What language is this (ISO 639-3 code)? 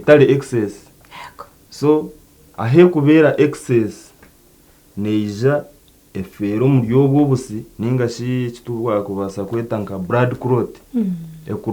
nyn